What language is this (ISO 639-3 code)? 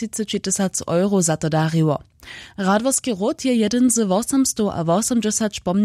hsb